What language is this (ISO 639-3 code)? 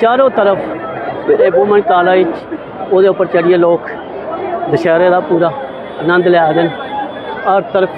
doi